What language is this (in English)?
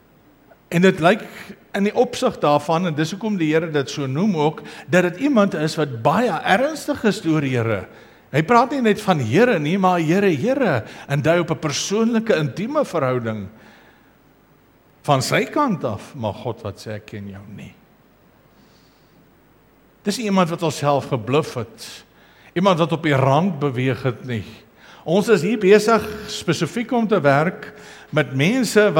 Afrikaans